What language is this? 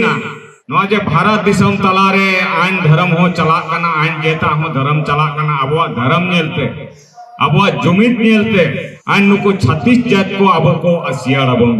Santali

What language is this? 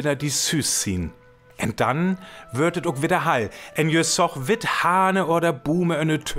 Northern Frisian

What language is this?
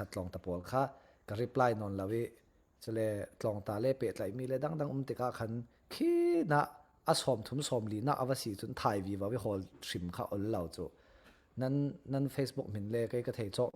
Falam Chin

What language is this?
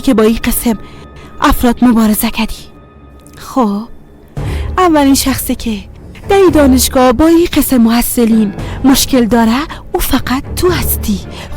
Persian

